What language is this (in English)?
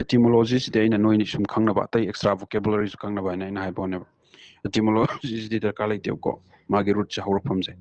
Manipuri